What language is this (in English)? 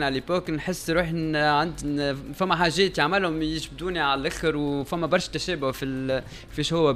Tunisian Arabic